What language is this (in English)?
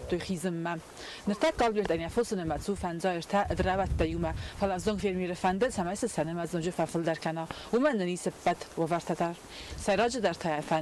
Ossetic